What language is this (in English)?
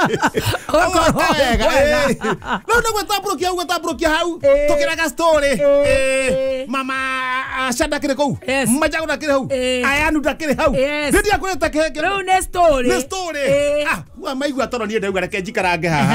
Kikuyu